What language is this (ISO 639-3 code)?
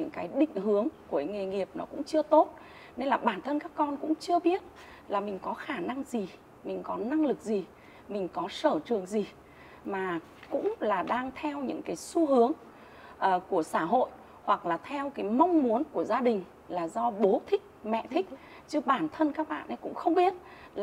vie